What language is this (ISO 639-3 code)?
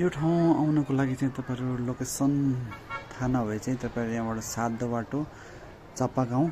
nep